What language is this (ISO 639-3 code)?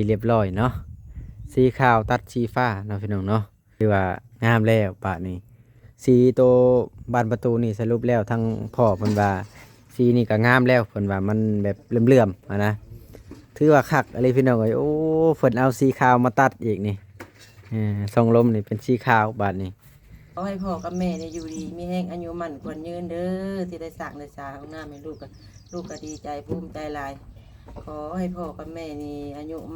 lao